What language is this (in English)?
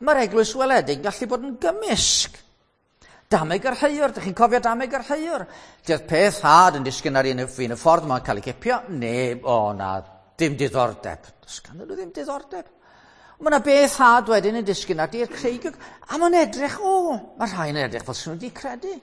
Welsh